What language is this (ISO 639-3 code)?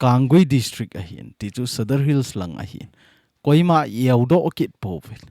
tcz